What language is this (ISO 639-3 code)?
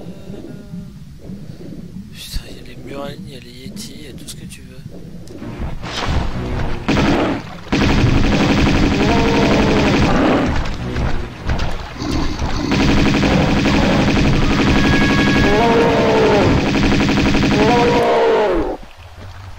fra